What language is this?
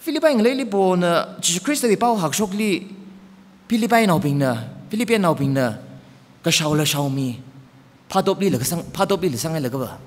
Tangkhul Naga (India)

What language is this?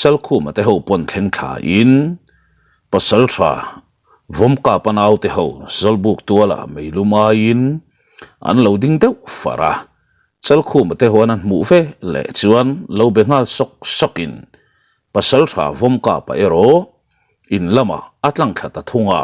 Mizo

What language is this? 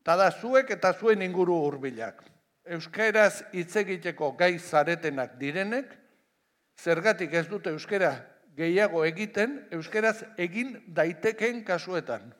Basque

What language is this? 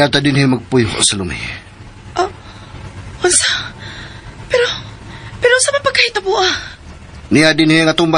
Cebuano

